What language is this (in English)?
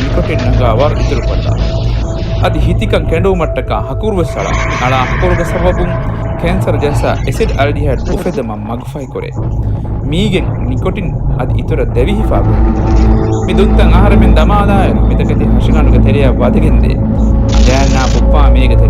Divehi